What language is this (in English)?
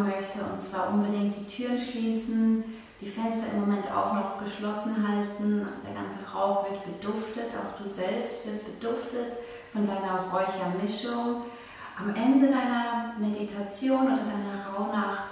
Swiss German